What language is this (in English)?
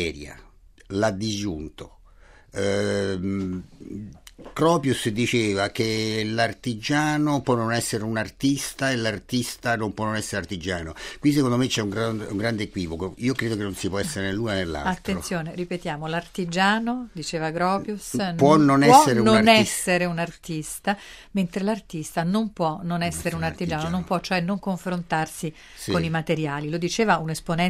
Italian